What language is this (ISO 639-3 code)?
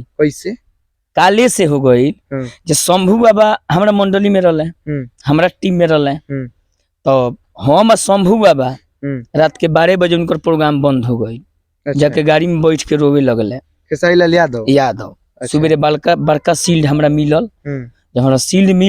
bho